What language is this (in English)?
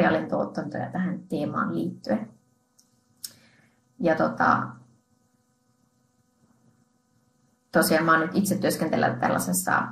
Finnish